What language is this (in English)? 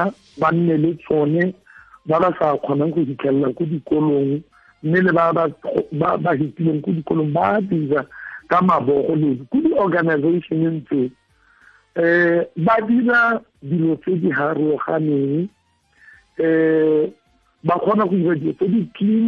Tswana